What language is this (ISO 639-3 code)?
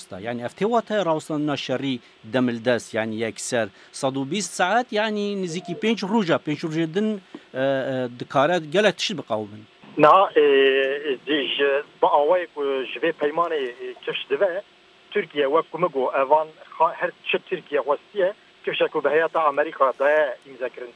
kur